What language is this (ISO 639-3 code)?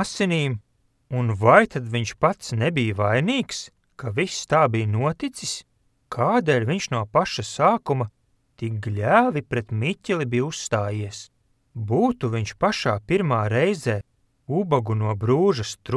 lav